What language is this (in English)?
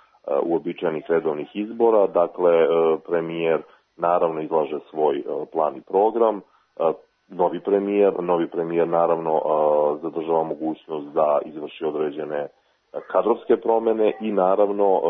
Serbian